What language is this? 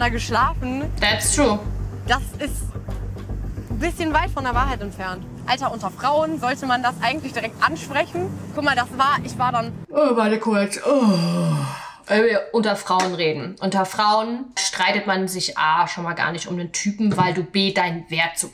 German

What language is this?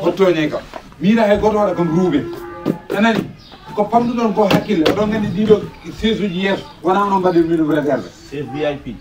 Fula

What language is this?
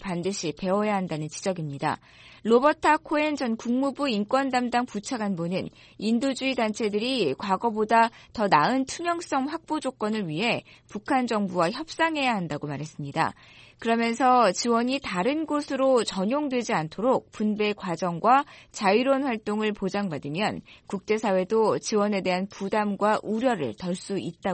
Korean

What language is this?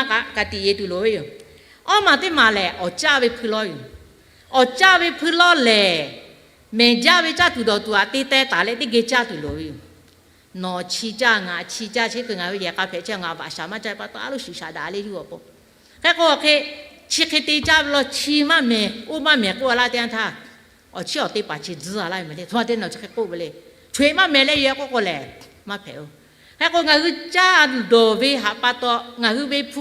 Lahu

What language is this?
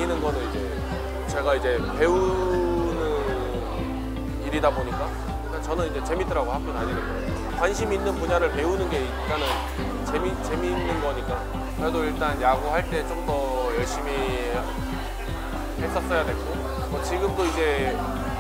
Korean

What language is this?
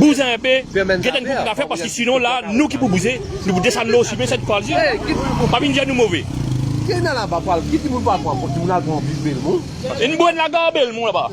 Morisyen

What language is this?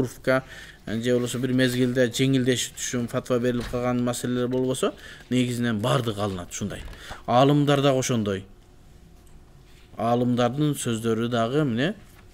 Kyrgyz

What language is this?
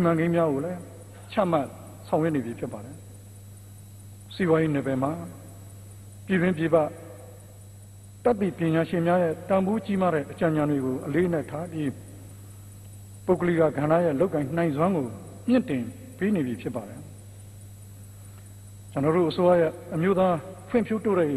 Burmese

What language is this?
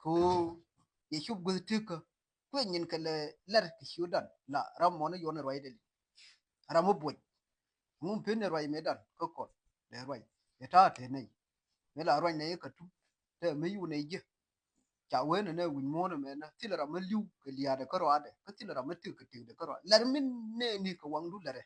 Nuer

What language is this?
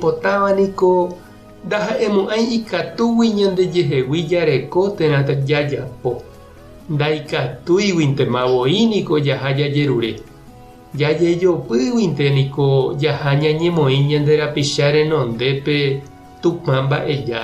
Guarani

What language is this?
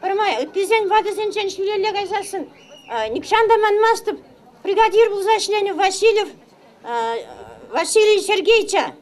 Chuvash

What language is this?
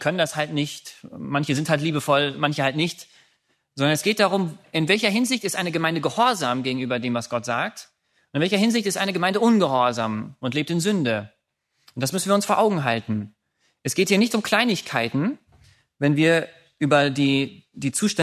German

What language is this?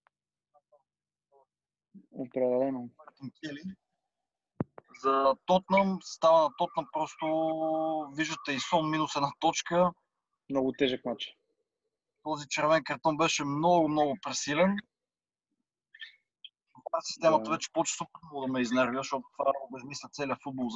Bulgarian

